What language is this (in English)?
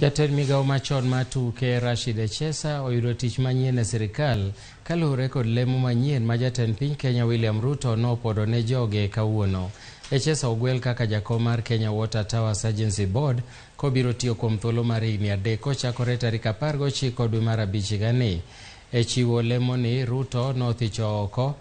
Luo (Kenya and Tanzania)